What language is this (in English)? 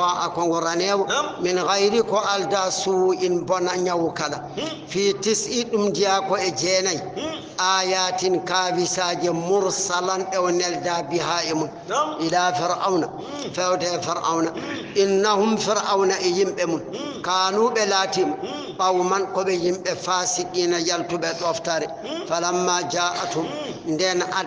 Fula